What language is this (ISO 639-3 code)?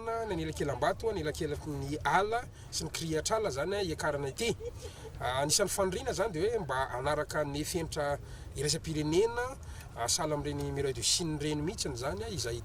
mlg